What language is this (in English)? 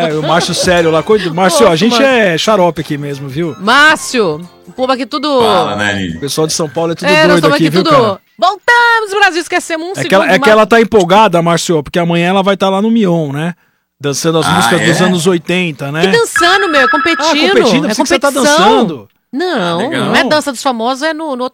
Portuguese